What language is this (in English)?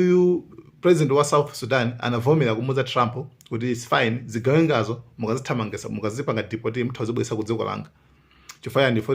Nyanja